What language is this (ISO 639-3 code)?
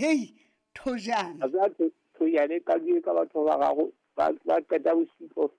sot